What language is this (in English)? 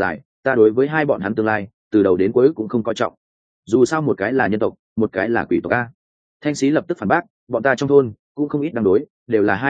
Vietnamese